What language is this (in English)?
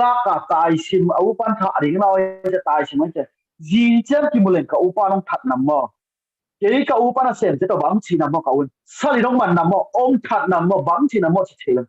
Tedim Chin